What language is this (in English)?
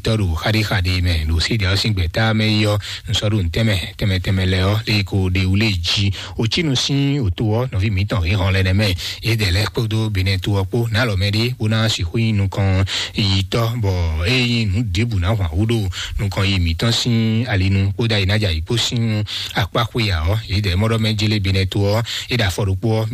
Fon